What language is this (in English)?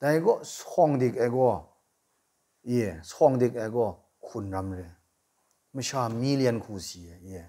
Kachin